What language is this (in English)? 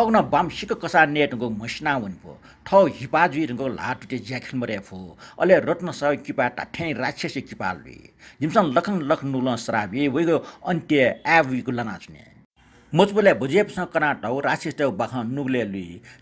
Newari